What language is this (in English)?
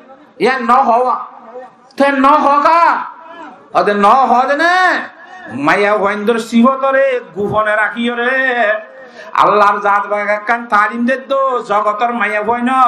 Rohingya